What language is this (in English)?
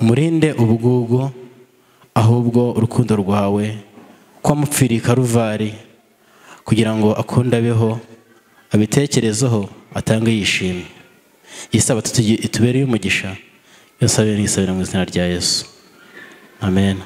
Kinyarwanda